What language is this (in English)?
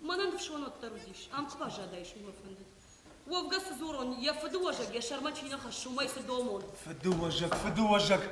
Ossetic